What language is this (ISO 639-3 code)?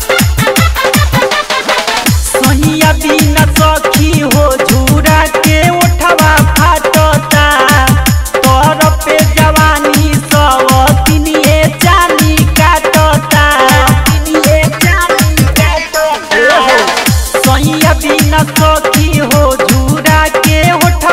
bho